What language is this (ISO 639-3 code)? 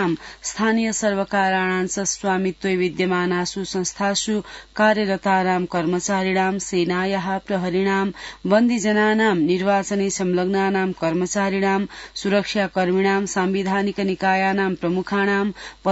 san